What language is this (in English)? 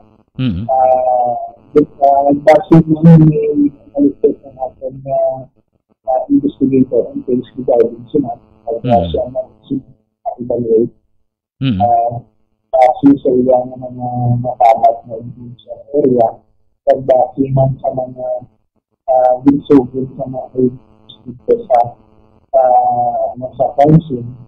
Hiligaynon